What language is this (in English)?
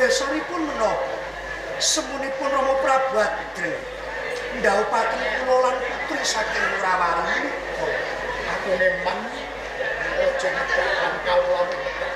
Javanese